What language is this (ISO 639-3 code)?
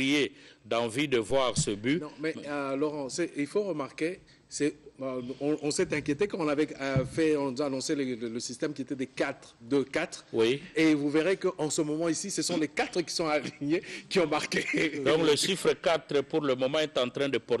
fra